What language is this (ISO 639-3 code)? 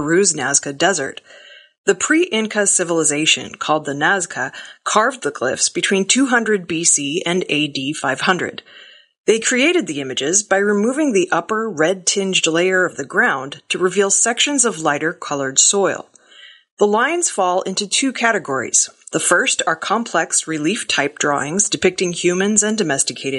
eng